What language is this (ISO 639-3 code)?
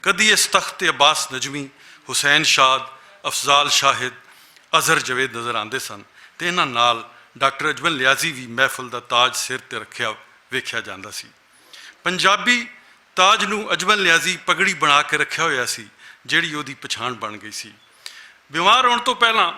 lah